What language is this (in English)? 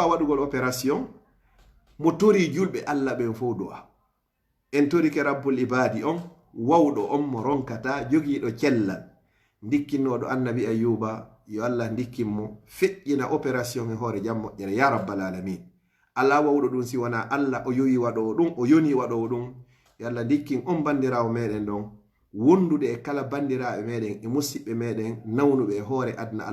Fula